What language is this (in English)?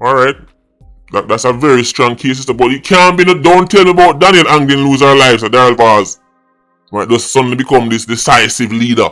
Jamaican Creole English